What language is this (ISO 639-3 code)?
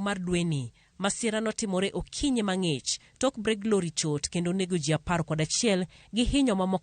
luo